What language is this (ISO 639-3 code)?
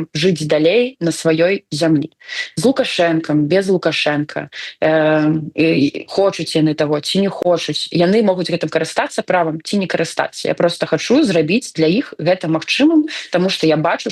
bel